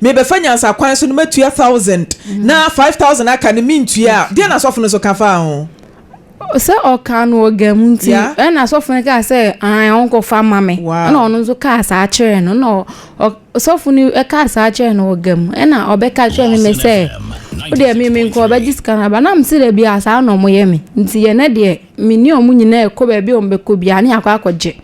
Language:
Akan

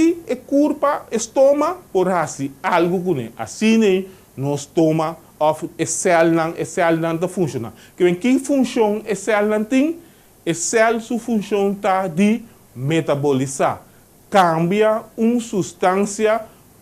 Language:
Papiamento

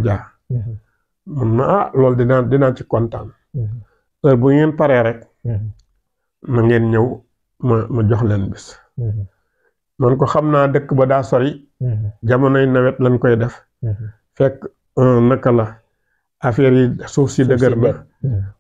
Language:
Wolof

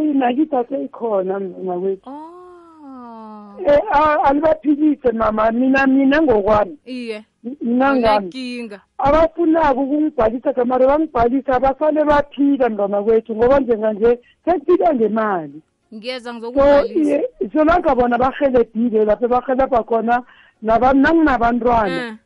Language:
South Ndebele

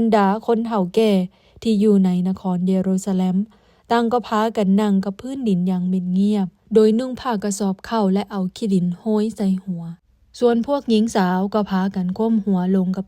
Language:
Lao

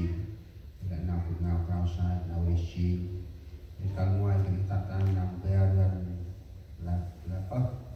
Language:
Central Mnong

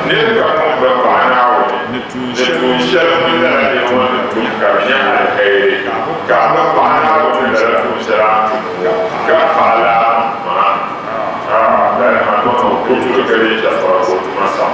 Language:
Dagbani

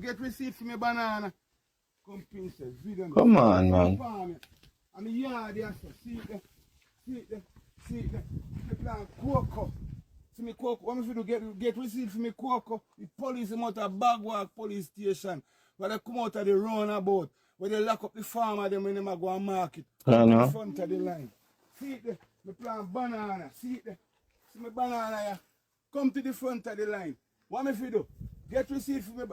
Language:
Jamaican Creole English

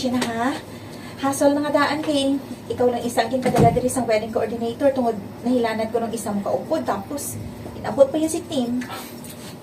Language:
Hiligaynon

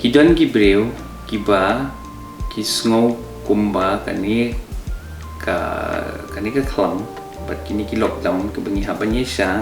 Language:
Khasi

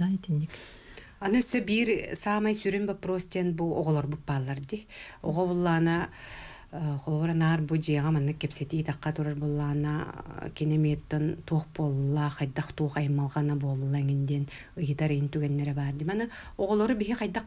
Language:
Yakut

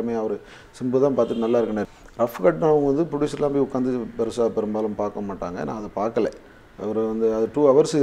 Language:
Tamil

